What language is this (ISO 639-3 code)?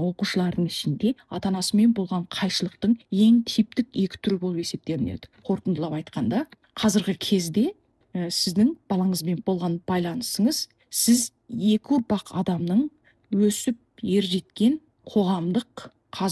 kaz